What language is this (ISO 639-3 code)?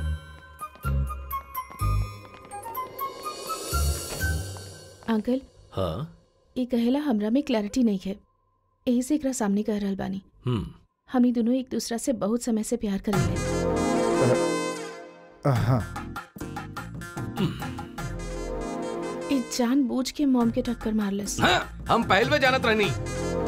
bho